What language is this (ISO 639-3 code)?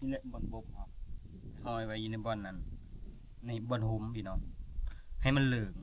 lao